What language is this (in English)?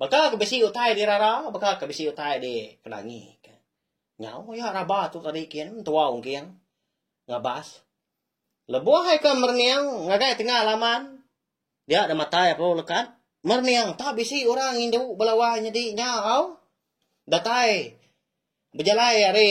Iban